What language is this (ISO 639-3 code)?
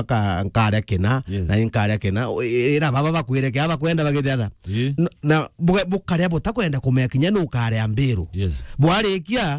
mer